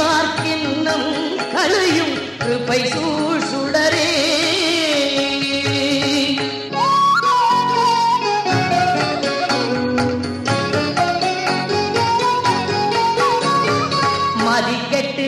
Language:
Tamil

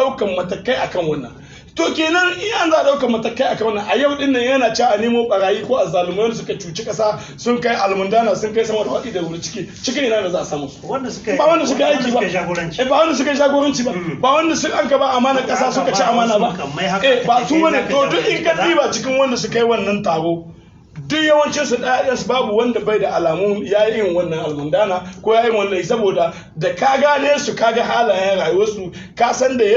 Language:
Hausa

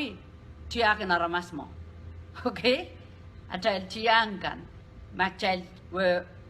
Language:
Pohnpeian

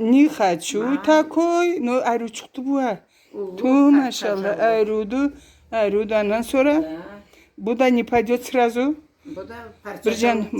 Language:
Karachay-Balkar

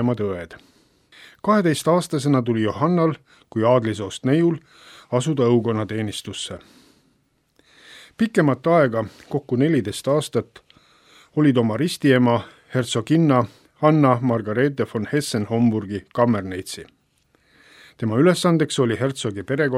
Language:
Estonian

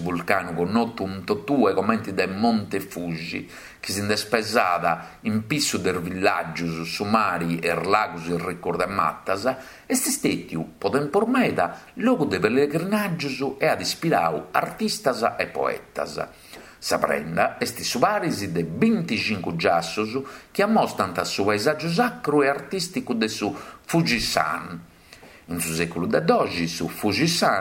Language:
Sardinian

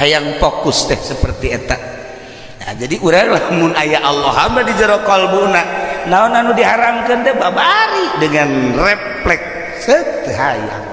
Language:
Sundanese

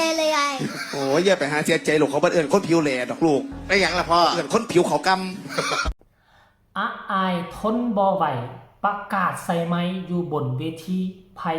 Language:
Northeastern Thai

